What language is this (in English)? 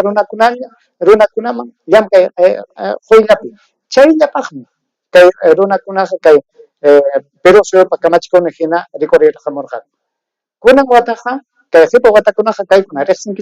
Ayacucho Quechua